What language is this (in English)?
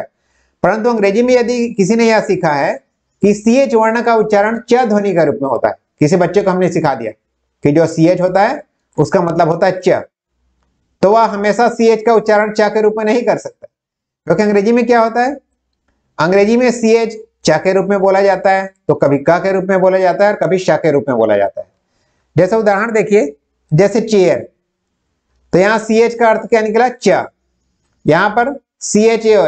Hindi